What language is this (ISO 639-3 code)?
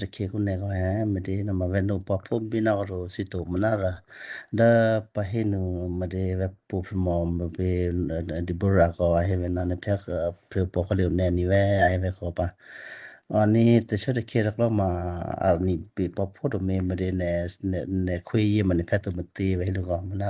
kyu